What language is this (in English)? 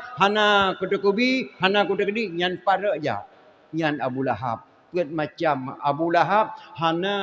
Achinese